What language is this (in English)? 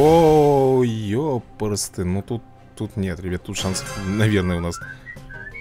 Russian